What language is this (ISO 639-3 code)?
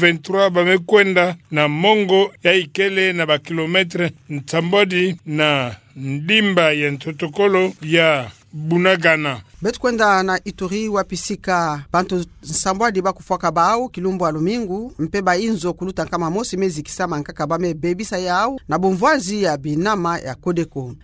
ktu